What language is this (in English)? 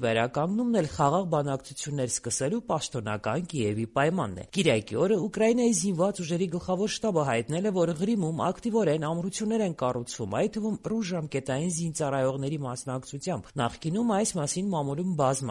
Armenian